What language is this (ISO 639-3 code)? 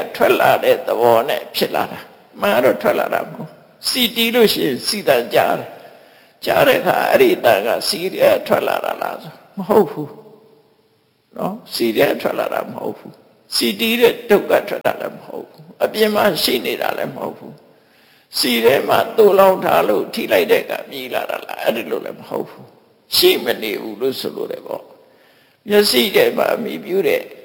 mya